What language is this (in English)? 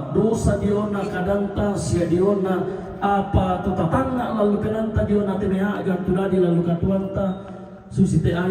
Toraja-Sa'dan